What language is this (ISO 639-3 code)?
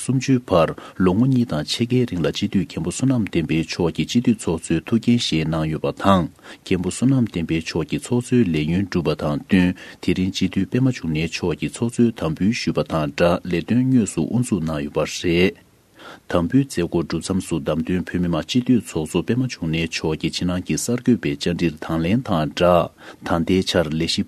bod